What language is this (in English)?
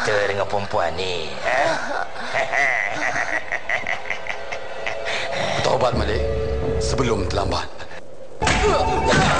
Malay